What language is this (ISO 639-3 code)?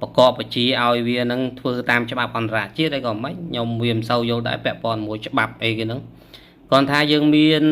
khm